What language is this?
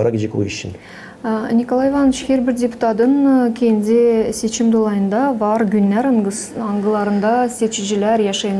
Gagauz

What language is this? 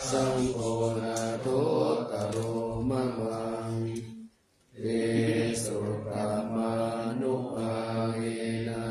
Pali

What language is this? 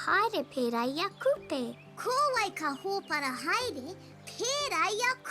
Māori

